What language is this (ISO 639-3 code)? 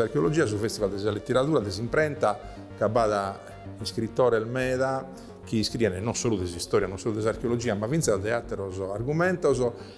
srd